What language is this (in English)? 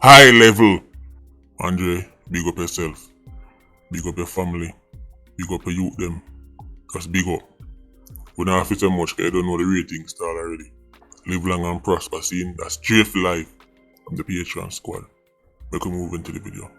Jamaican Creole English